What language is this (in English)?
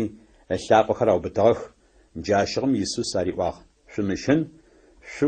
Adyghe